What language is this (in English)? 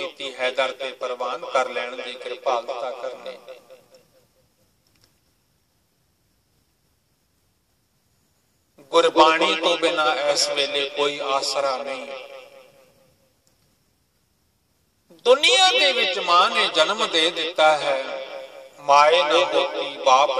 Punjabi